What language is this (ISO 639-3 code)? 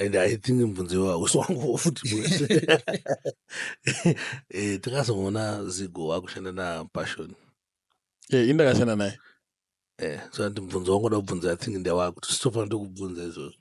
sna